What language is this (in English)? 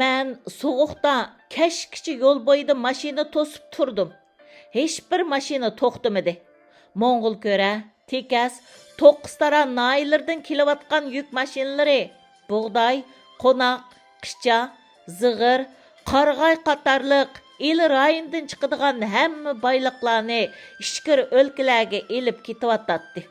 Uyghur